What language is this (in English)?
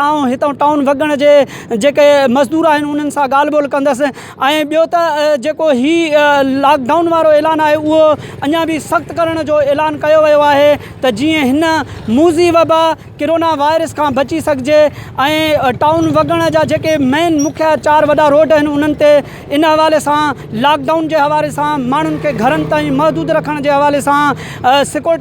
Sindhi